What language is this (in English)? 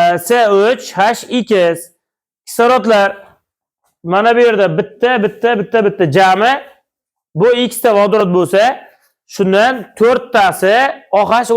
Uzbek